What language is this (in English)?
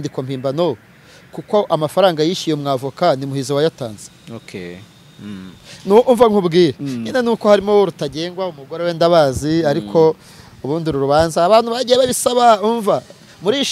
Kinyarwanda